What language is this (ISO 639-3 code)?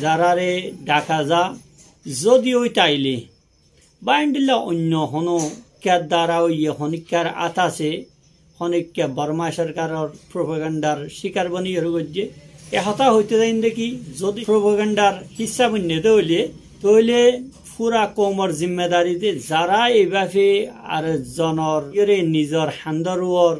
rhg